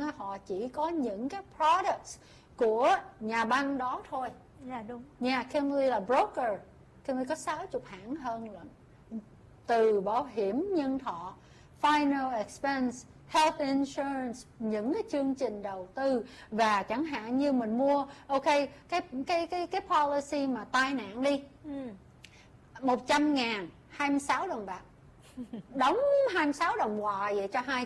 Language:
Vietnamese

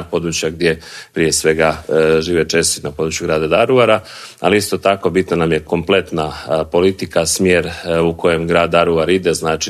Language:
Croatian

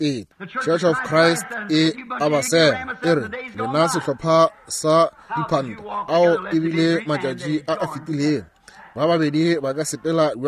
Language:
Northern Sotho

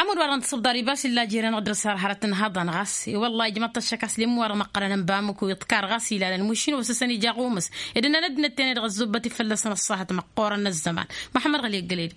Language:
Tamasheq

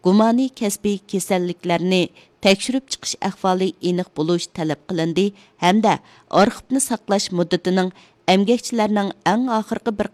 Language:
Uyghur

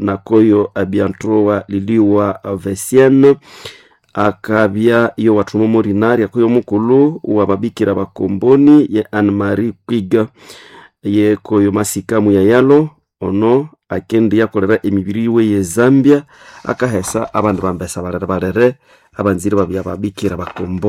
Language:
Nande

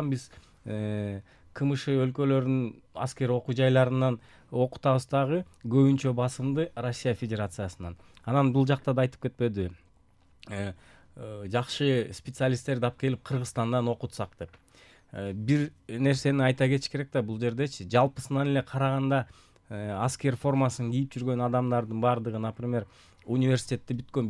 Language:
Kyrgyz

